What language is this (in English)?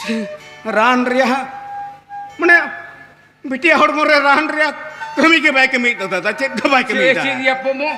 Santali